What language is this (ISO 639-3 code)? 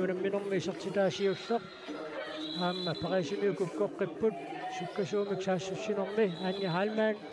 kal